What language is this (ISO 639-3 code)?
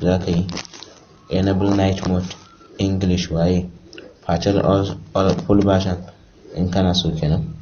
hau